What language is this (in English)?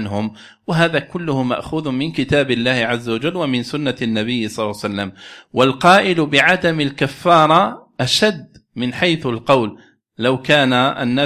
Arabic